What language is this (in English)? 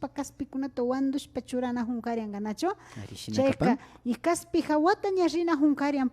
Imbabura Highland Quichua